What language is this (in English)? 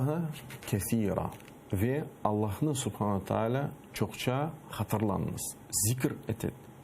Crimean Tatar